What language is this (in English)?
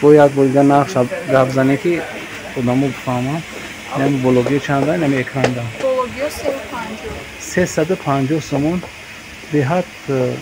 Tajik